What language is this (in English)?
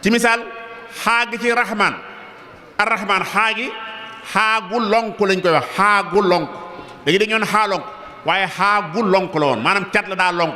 Wolof